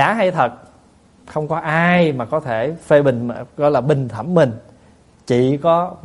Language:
Vietnamese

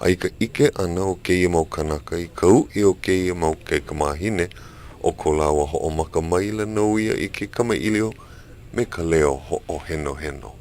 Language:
Hawaiian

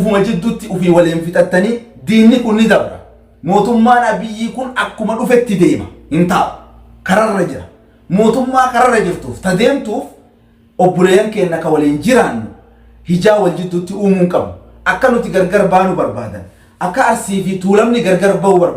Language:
Oromo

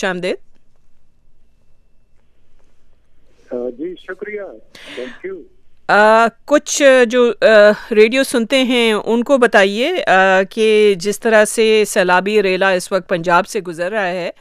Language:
Urdu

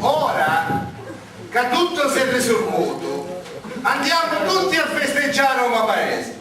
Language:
Sicilian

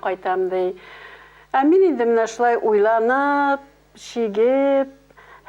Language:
Tatar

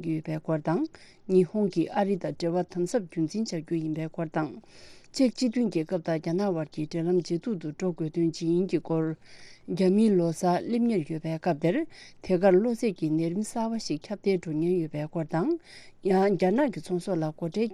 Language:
Tibetan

